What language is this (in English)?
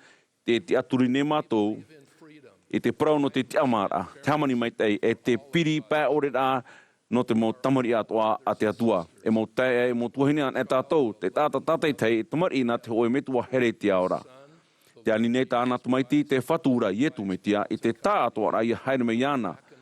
Tahitian